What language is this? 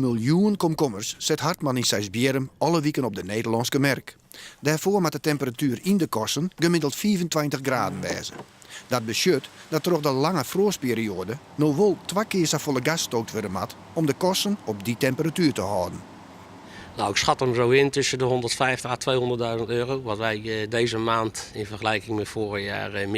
Western Frisian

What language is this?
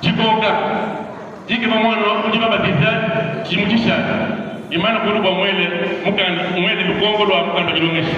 Luba-Lulua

